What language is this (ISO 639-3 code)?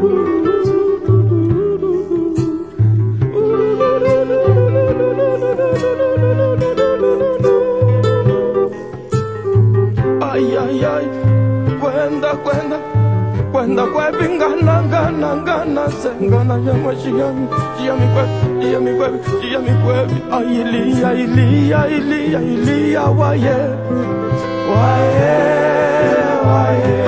kmb